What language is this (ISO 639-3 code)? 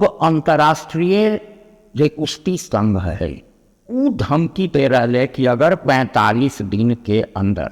mag